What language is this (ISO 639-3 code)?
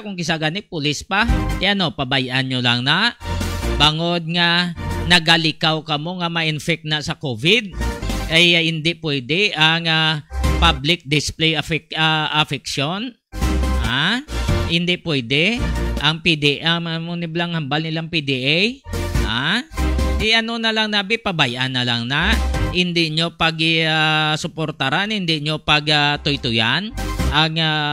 hil